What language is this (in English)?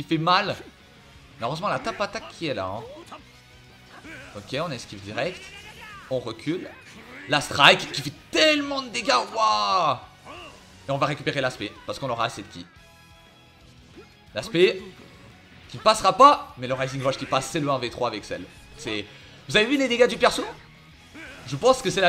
French